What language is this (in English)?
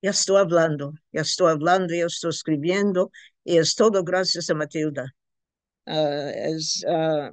Ladino